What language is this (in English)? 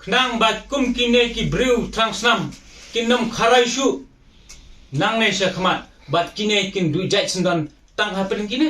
Khasi